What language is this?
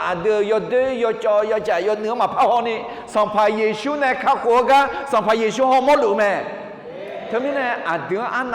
Akha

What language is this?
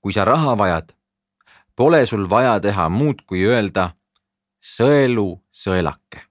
Estonian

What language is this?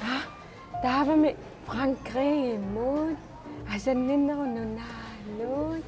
Kalaallisut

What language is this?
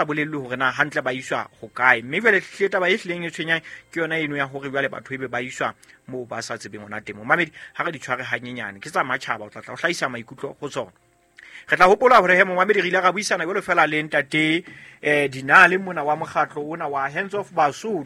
Southern Sotho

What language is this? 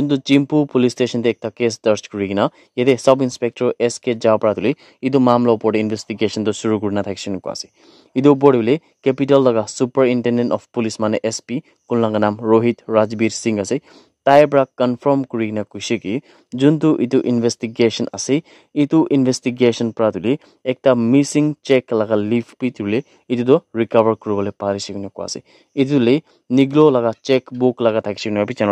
Naga Pidgin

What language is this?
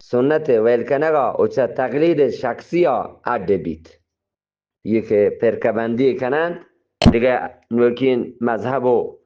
Eastern Balochi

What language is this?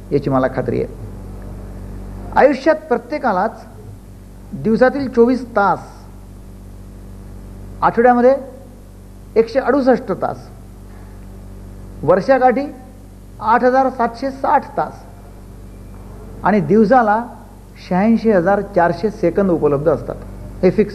Marathi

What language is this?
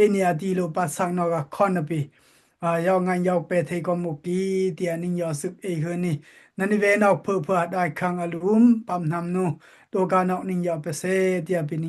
Dimasa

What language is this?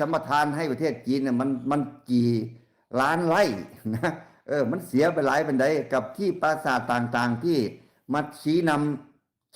Lao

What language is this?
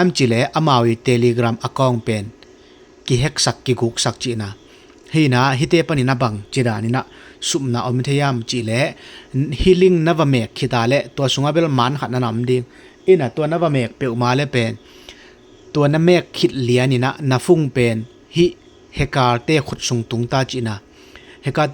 Tedim Chin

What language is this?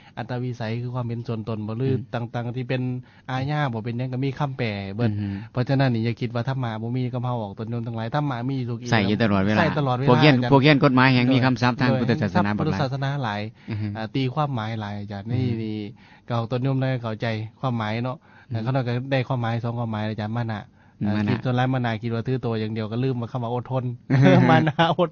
Lao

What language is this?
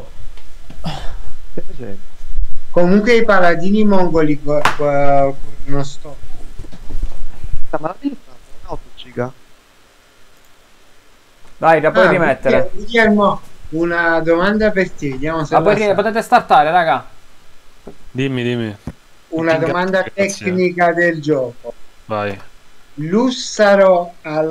Italian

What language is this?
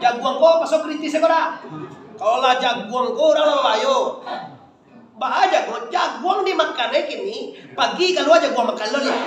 Minangkabau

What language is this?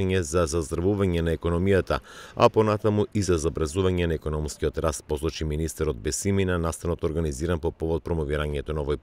Macedonian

